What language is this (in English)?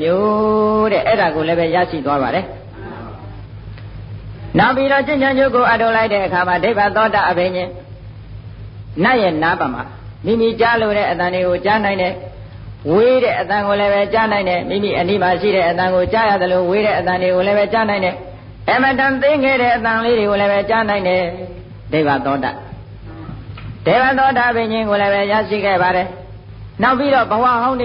Burmese